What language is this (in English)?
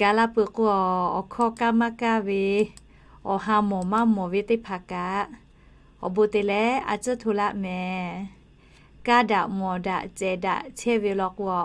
Lahu